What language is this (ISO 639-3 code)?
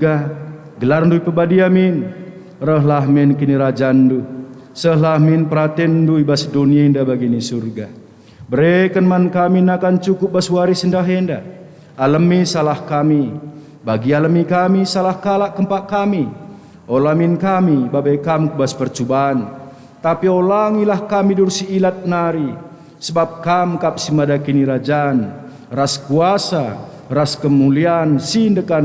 btx